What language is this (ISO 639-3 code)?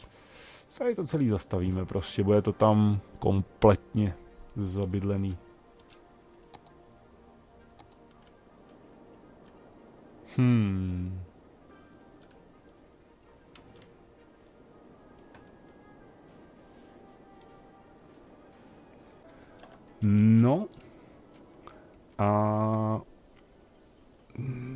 ces